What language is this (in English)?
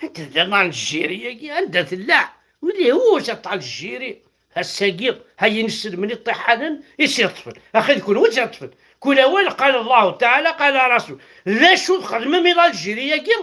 Kabyle